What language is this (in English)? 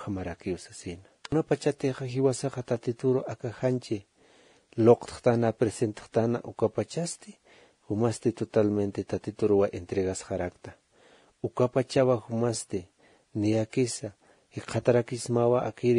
Aymara